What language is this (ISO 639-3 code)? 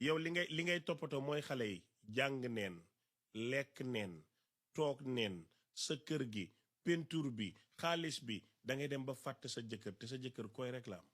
wol